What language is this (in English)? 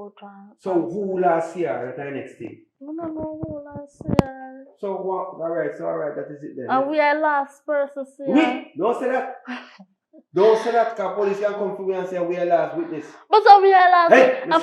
Jamaican Creole English